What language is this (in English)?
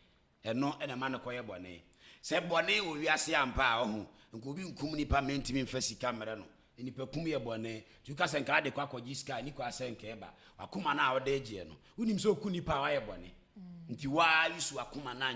Akan